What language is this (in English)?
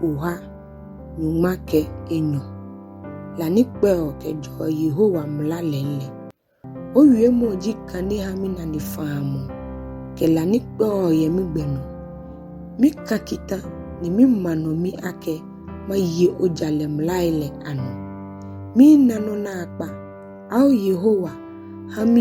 Ga